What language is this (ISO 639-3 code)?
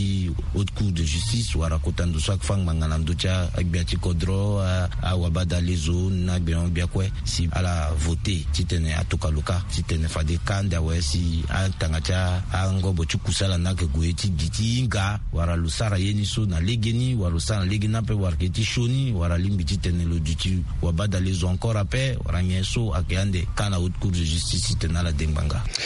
sag